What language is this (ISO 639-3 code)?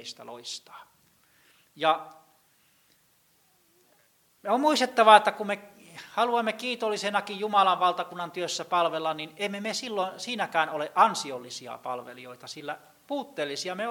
fin